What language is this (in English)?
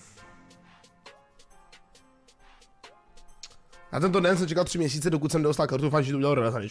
Czech